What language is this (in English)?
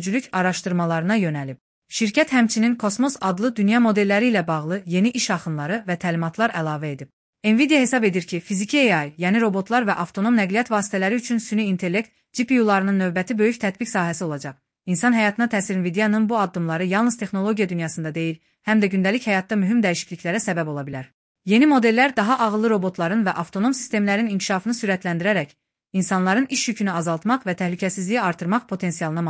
Azerbaijani